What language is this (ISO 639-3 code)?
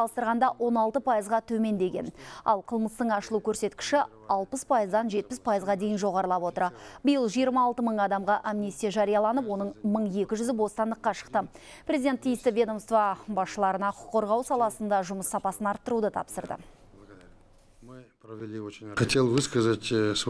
kaz